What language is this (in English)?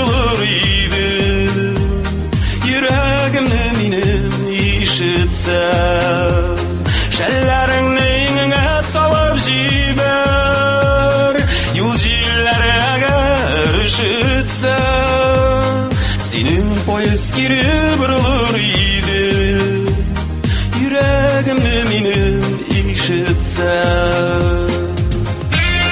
Tatar